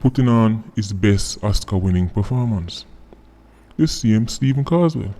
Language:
Jamaican Creole English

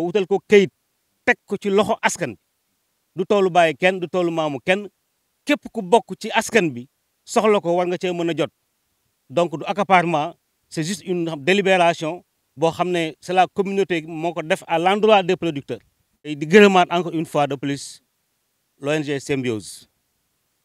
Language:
Wolof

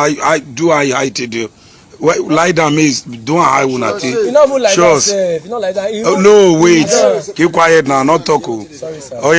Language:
Nigerian Pidgin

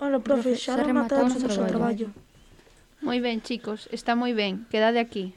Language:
Galician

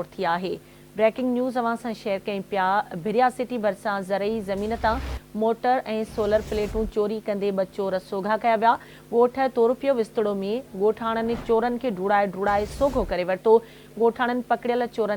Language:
Sindhi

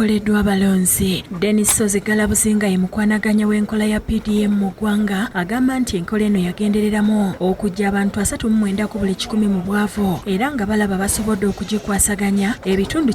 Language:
Ganda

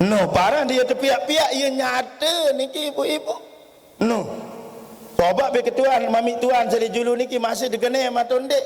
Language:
Sasak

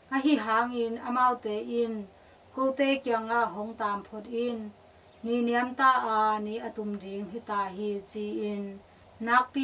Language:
Tedim Chin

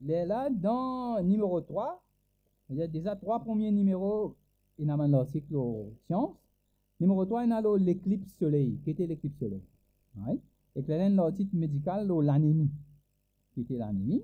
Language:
Morisyen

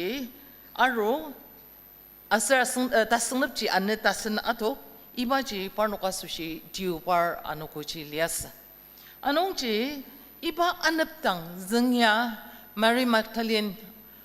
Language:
Ao Naga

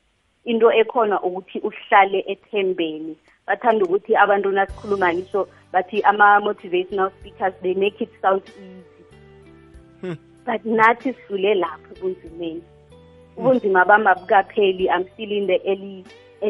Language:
South Ndebele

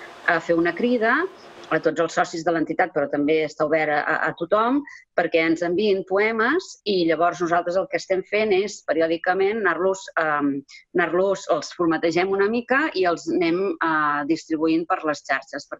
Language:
Catalan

